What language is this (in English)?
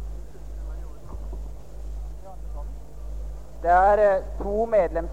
Norwegian